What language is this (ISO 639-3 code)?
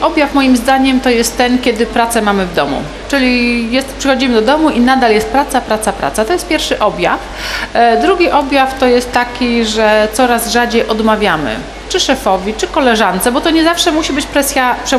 pol